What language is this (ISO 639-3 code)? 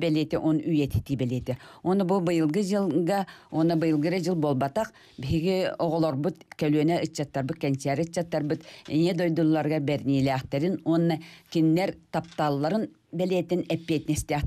sah